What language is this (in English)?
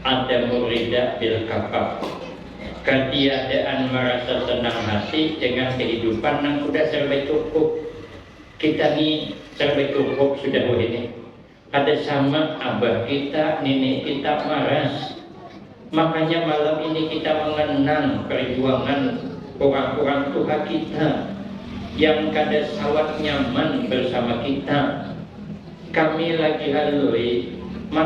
Banjar